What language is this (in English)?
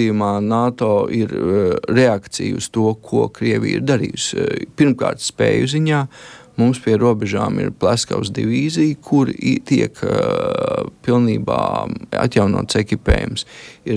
Latvian